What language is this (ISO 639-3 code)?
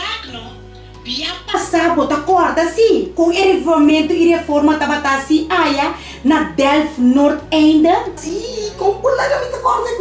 pap